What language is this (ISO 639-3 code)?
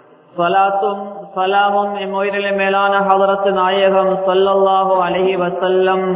tam